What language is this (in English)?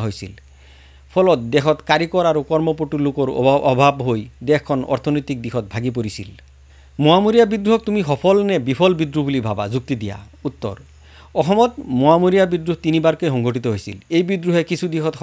Assamese